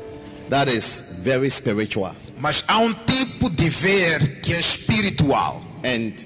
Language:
Portuguese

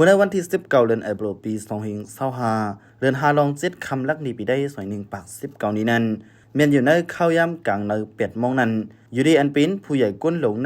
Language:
Shan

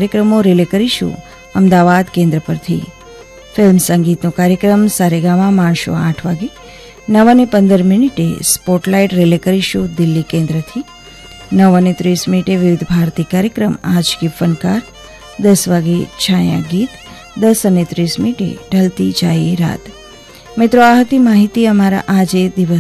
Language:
Gujarati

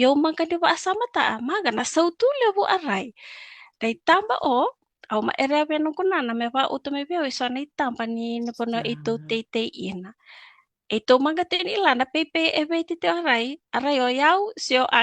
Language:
Fijian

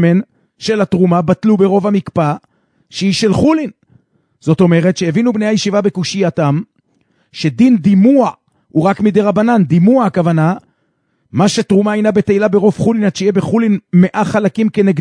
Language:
Hebrew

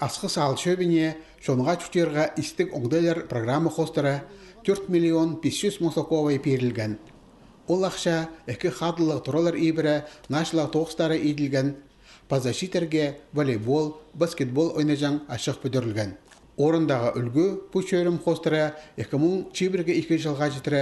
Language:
Khakas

